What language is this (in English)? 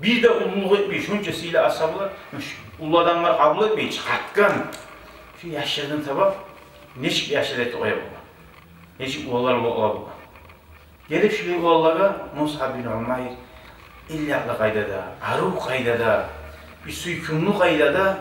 Kumyk